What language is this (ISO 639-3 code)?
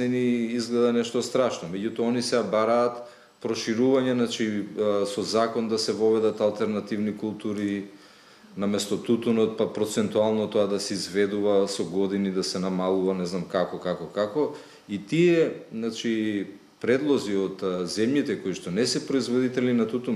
mkd